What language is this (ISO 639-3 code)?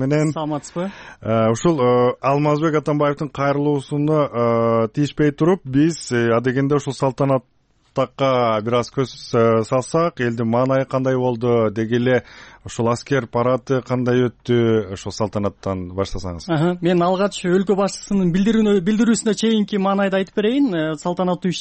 kir